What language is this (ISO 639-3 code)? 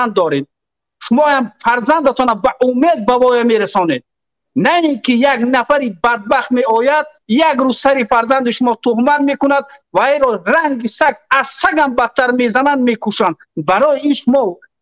tgk